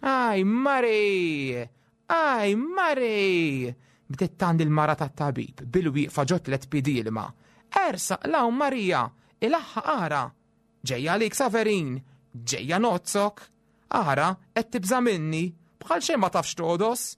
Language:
Maltese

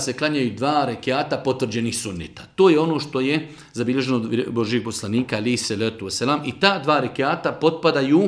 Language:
Bosnian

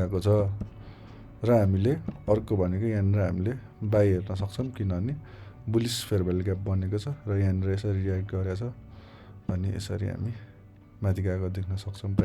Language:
Nepali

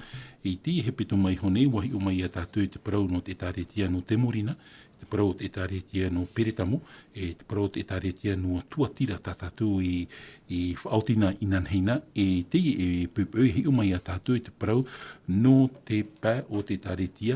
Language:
Tahitian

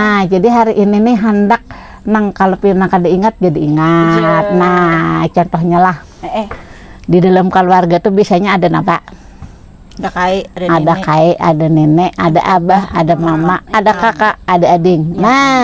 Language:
Banjar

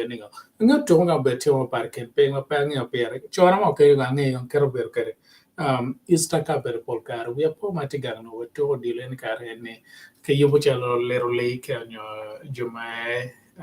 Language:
Acoli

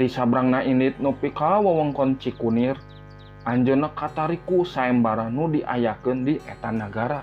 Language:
Sundanese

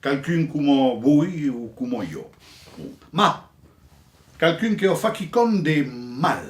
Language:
Occitan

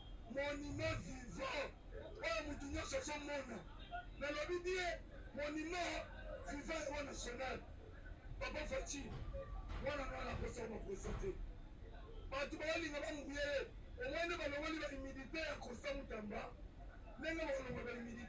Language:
Lingala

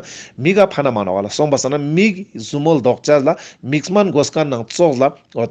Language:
Ladakhi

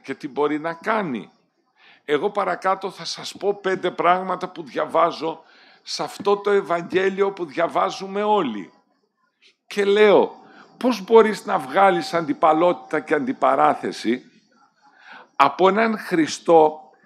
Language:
Greek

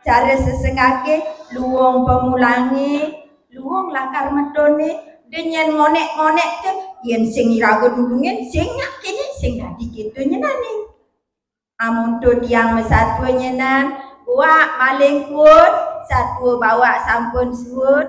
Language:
Balinese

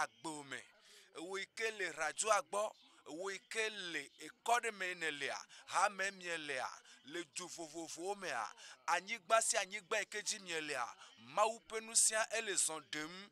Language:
Ewe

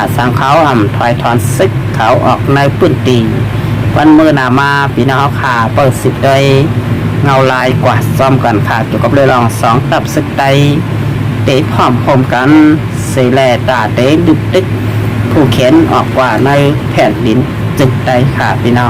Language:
Shan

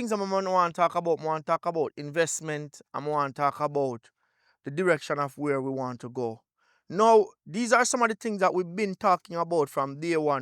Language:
Jamaican Creole English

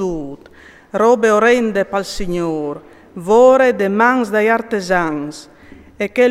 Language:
Friulian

